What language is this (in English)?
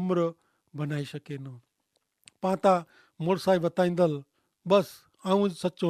Kachhi